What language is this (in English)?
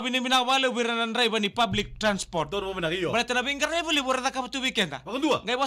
Fijian